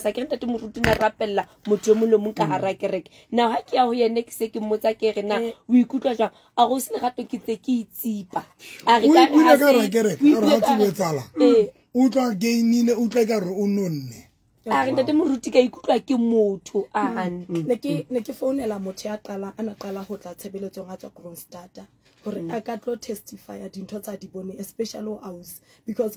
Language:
Southern Sotho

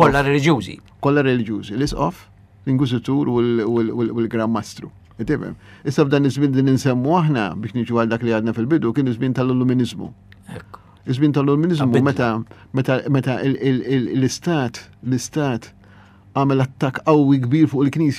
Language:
Maltese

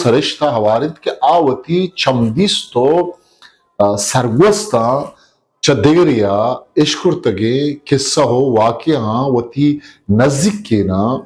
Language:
Eastern Balochi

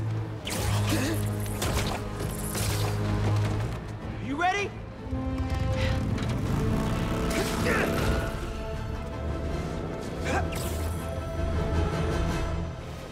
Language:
English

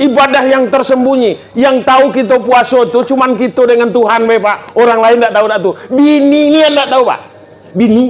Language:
Minangkabau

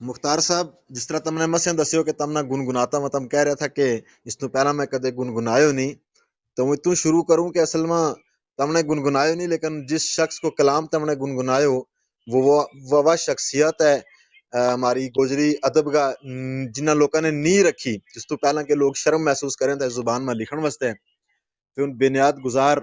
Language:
Gujari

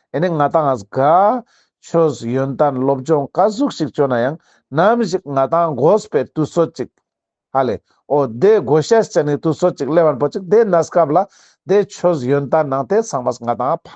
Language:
Ladakhi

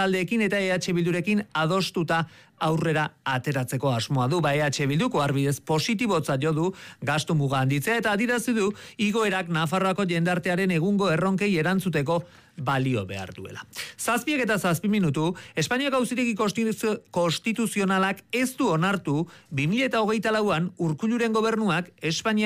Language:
Basque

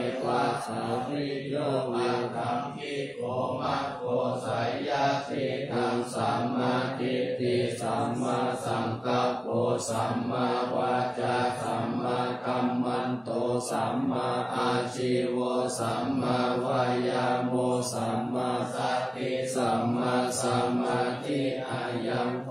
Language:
Pali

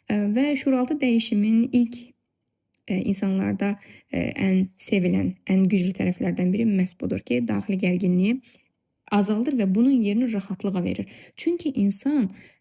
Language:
Azerbaijani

